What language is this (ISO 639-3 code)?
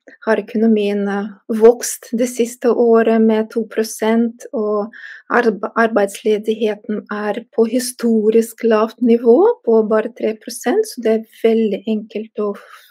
nor